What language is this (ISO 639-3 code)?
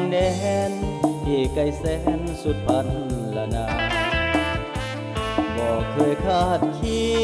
tha